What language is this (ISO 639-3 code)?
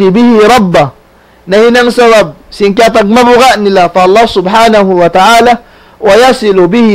tsg